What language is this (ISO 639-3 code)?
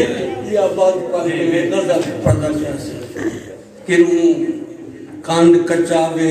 skr